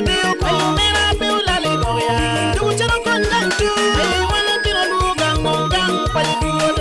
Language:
Acoli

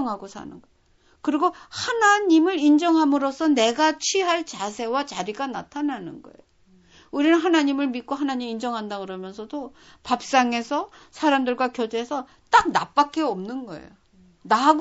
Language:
Korean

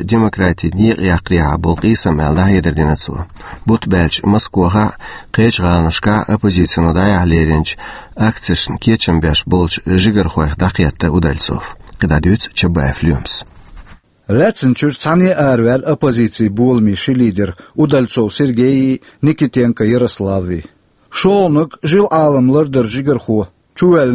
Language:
Chechen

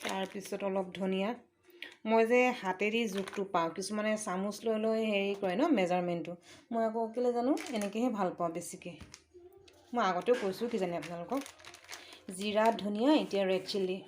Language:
Assamese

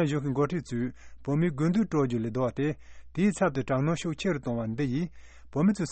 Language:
Tibetan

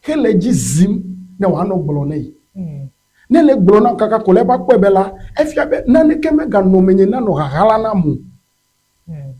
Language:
Ewe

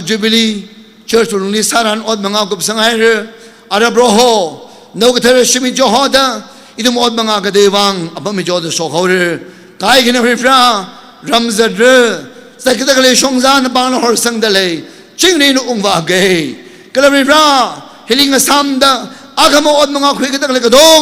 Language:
Tangkhul Naga (India)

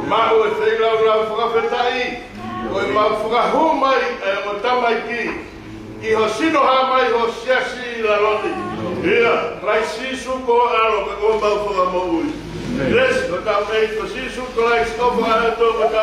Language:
Tongan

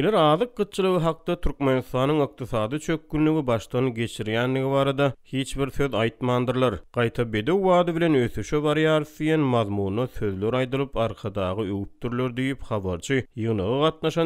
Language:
Turkmen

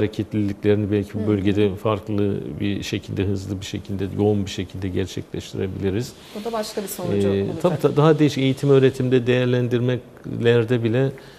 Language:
Turkish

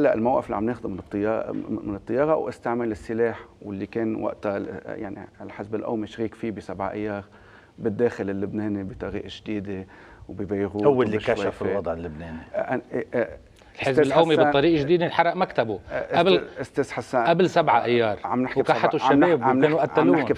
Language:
North Levantine Arabic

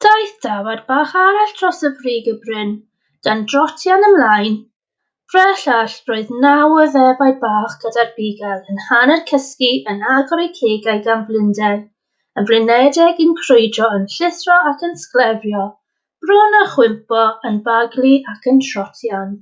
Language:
Welsh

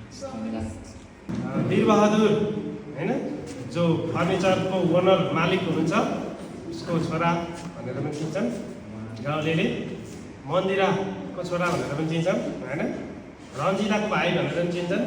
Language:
Nepali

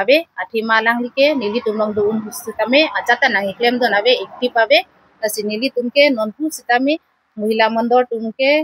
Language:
Karbi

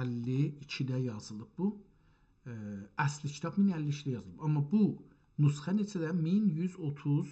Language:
South Azerbaijani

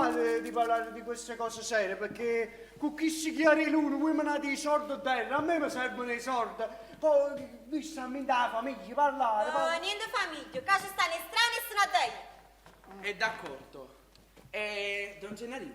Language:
Neapolitan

